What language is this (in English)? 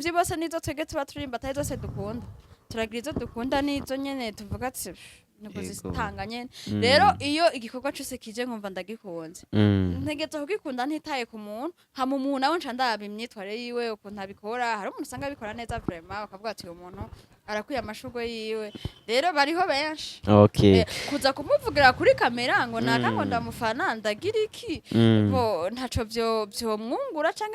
Rundi